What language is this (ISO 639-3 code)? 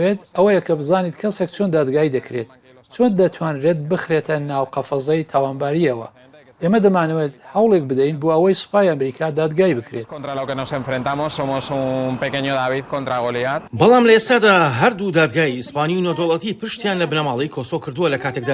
ckb